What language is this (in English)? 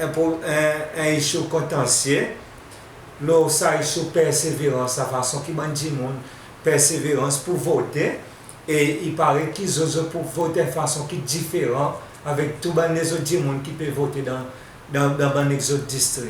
Seselwa Creole French